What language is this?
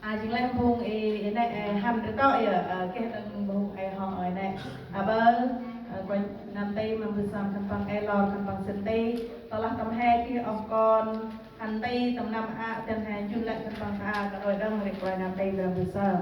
Central Mnong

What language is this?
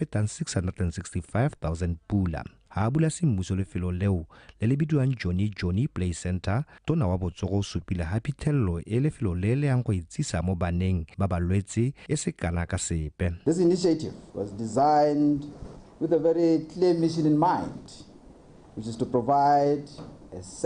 Tswana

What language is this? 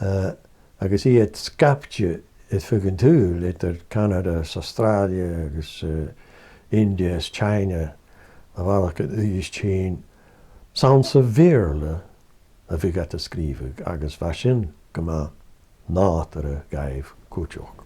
Scottish Gaelic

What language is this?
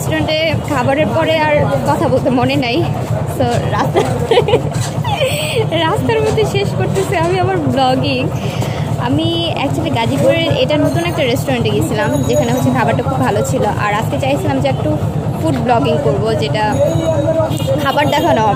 Bangla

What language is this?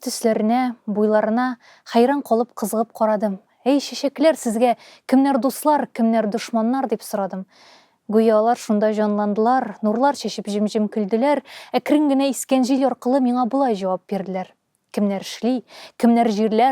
Tatar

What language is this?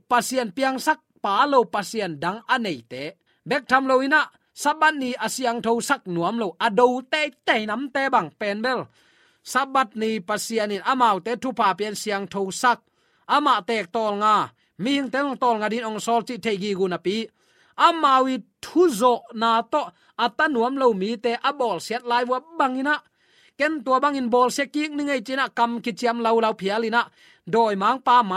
Tedim Chin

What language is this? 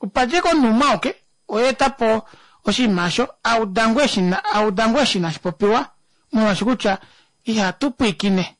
Kuanyama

